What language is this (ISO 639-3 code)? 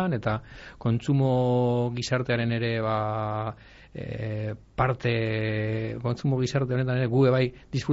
eus